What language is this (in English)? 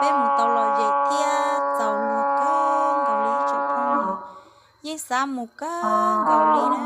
Hmong